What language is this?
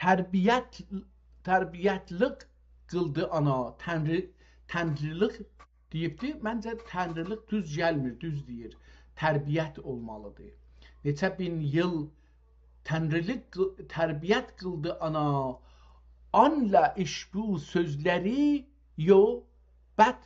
South Azerbaijani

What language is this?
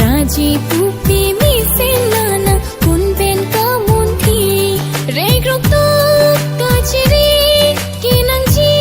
Karbi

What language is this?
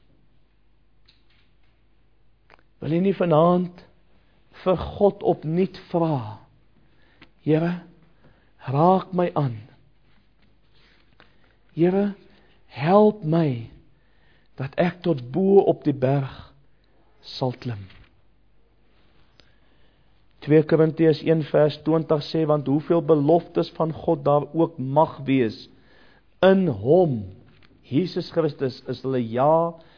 Afrikaans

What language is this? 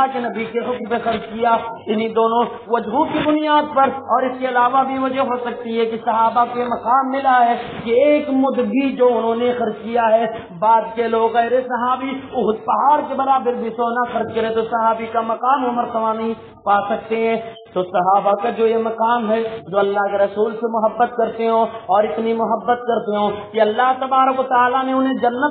Urdu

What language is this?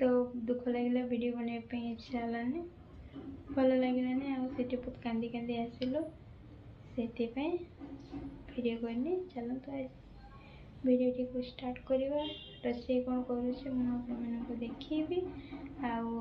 Odia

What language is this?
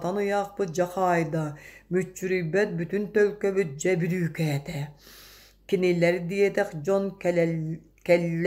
Yakut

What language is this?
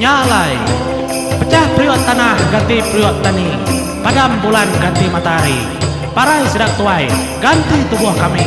Iban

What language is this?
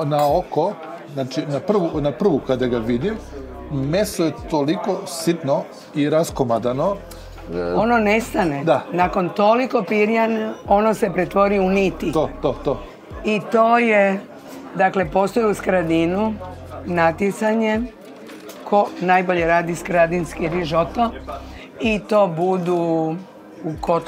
Croatian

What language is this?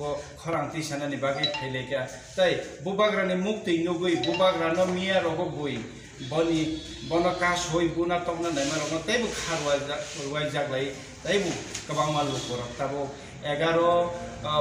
Kok Borok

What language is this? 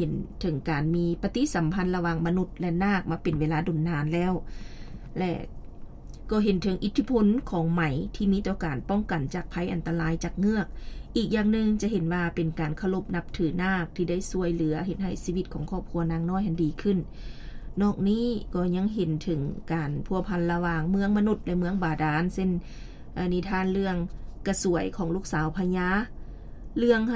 Lao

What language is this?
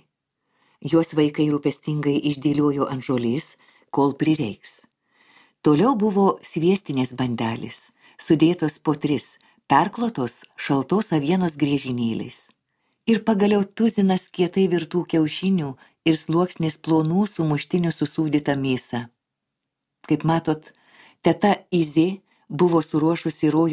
Lithuanian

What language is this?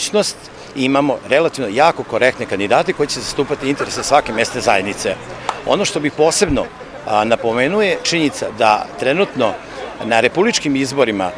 Serbian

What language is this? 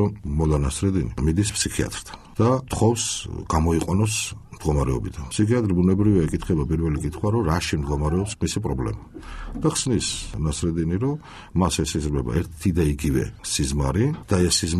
Georgian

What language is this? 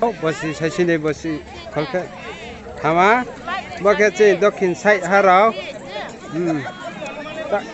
Riang (India)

